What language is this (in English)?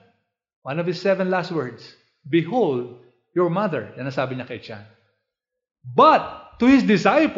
Filipino